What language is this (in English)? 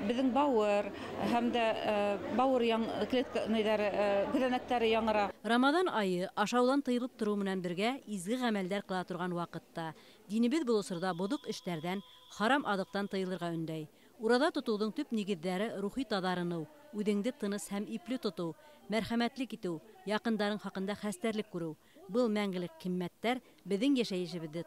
Bashkir